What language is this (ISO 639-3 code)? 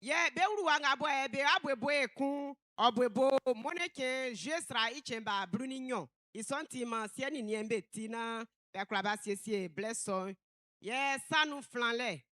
bci